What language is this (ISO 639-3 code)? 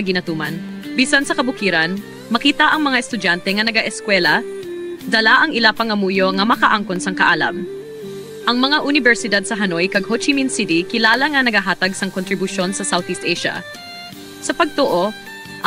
hil